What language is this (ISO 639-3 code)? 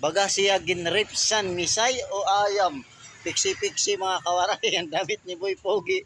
war